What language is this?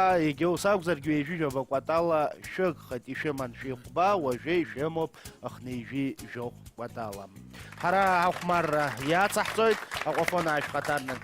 Abkhazian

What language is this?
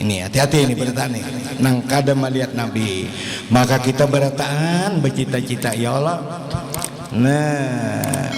Banjar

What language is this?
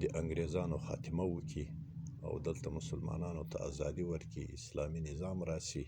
Pashto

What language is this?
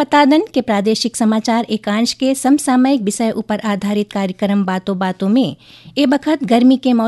Chhattisgarhi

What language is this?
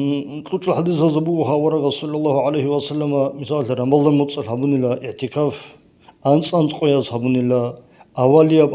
Avaric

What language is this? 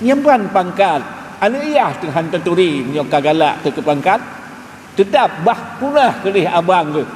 Achinese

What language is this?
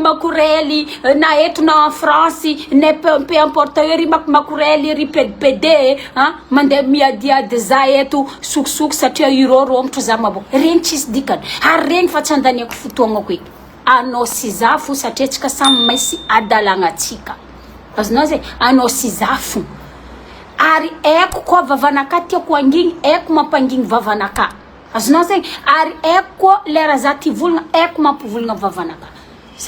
Malagasy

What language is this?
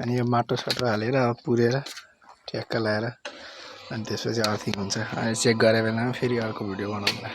Nepali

